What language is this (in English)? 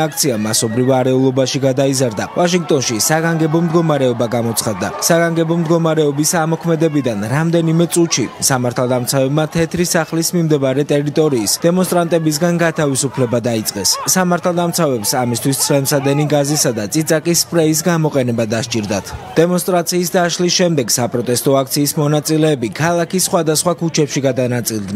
Georgian